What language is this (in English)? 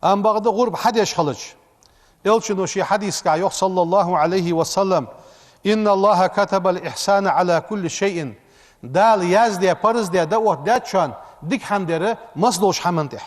Ingush